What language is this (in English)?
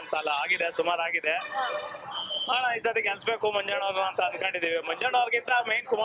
Kannada